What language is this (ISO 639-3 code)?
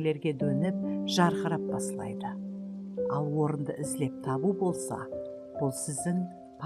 kaa